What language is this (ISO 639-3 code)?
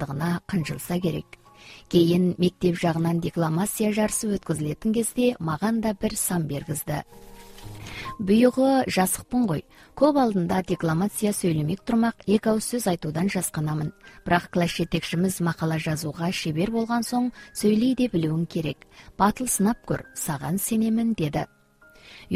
kaz